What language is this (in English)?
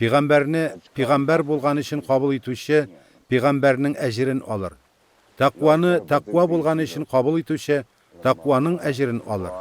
Tatar